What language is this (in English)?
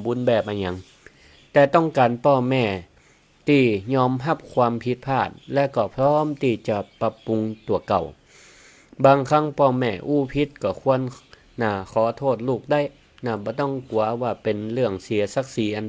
Northern Thai